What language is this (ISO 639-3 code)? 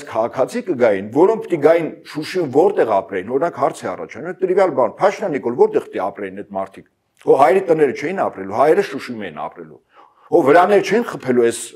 hye